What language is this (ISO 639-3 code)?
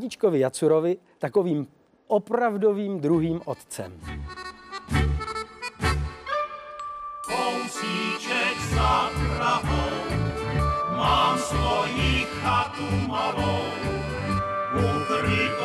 ces